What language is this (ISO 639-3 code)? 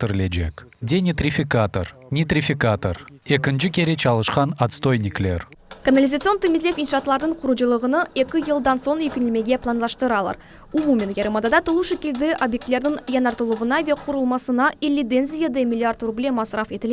crh